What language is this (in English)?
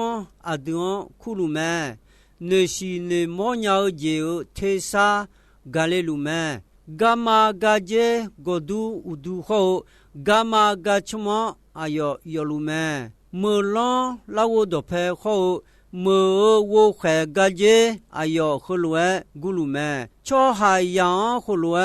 Akha